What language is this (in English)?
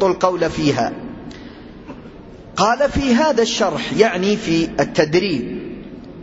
Arabic